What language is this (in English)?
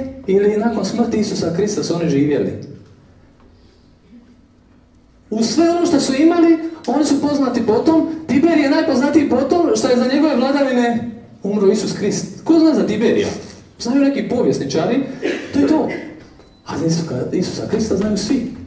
Croatian